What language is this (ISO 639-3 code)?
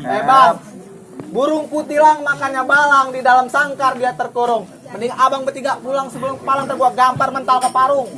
bew